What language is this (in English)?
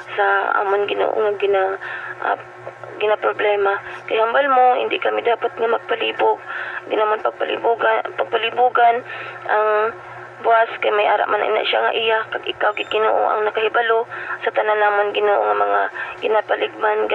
Hiligaynon